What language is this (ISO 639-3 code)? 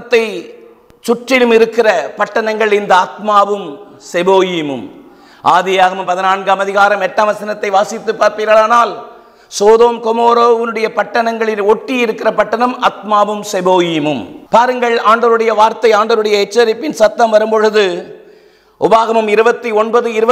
tam